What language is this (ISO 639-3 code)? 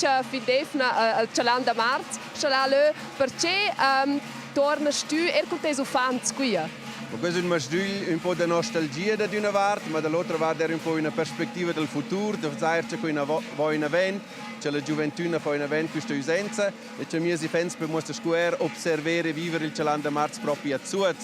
roh